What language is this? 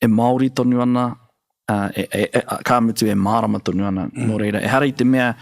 Māori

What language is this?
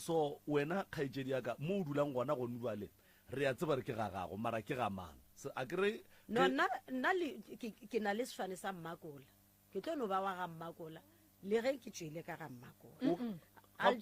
Northern Sotho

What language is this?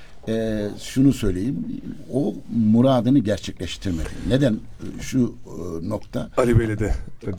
Turkish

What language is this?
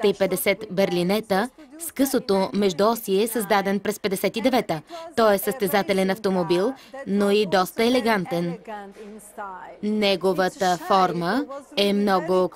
Bulgarian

